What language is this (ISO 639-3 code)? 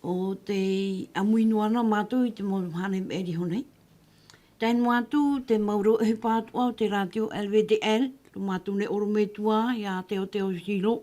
tah